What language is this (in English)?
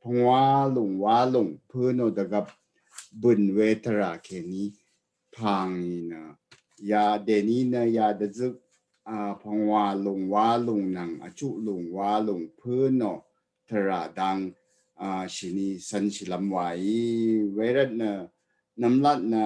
Rawang